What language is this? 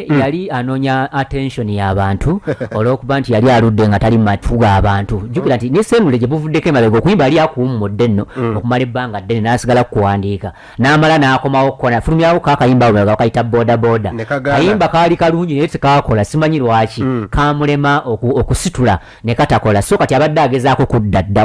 Ganda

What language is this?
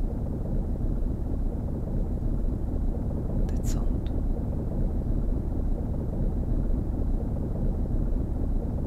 Japanese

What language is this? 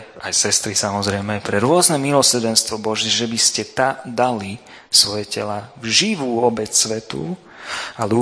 Slovak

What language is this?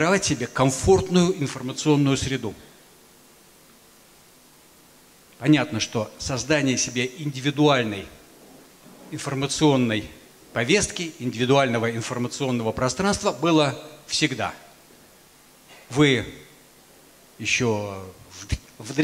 Russian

